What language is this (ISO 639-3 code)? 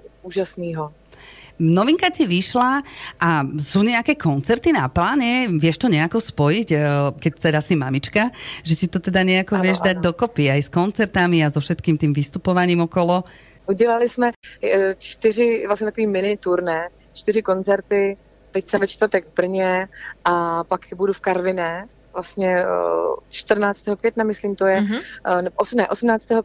slk